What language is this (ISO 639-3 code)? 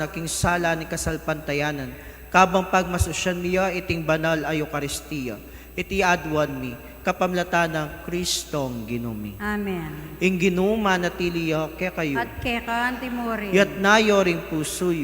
pam